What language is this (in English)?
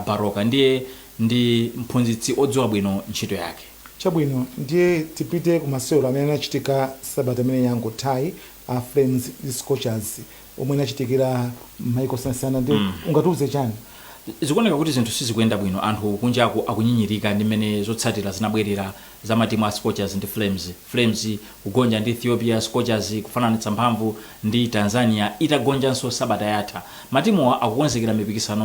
Nyanja